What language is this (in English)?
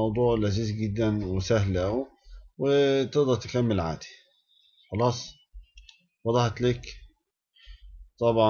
Egyptian Arabic